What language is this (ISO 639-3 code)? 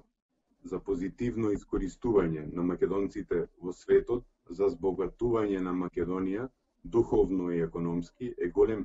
mkd